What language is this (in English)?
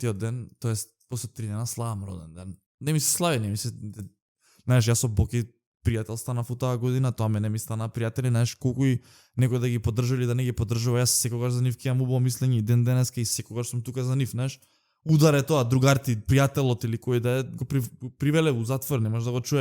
Macedonian